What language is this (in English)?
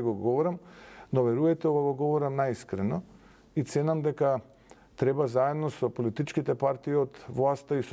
Macedonian